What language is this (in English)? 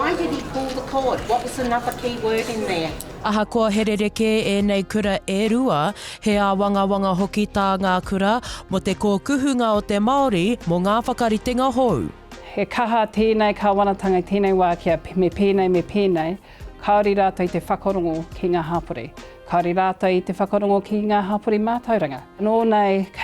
Māori